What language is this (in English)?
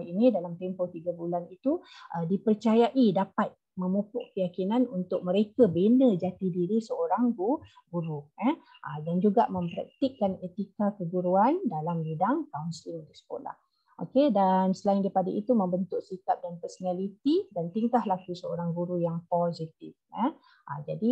Malay